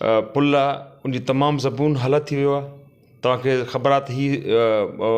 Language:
Sindhi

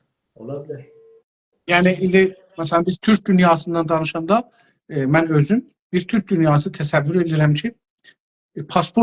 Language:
South Azerbaijani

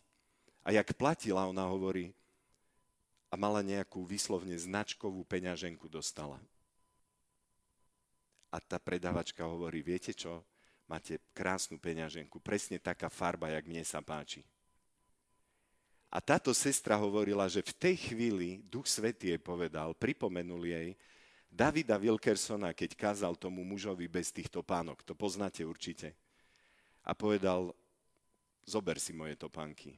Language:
Slovak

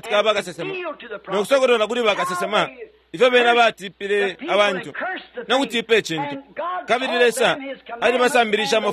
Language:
Bemba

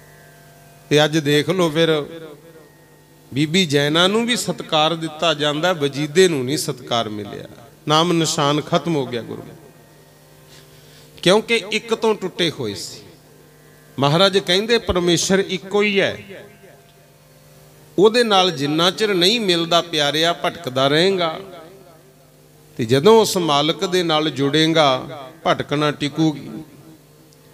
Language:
Punjabi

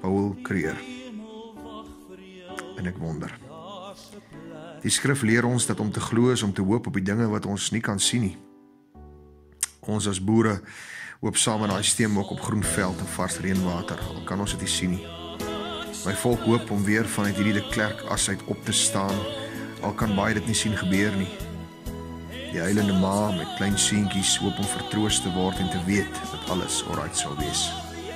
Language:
Afrikaans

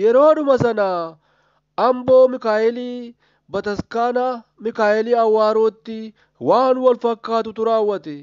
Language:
Oromo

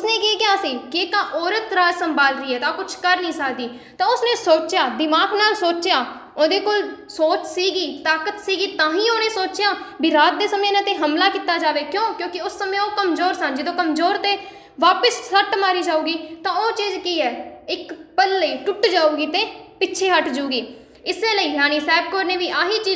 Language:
Punjabi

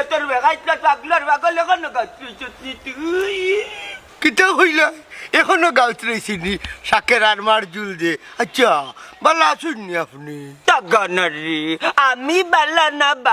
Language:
Sylheti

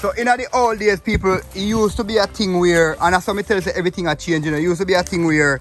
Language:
Jamaican Creole English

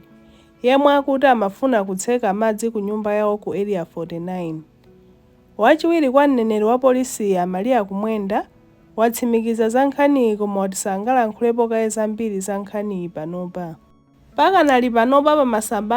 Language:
Nyanja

